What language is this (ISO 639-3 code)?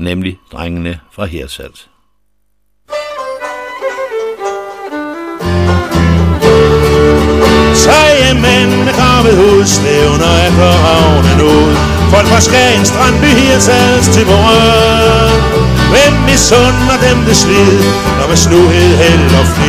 dan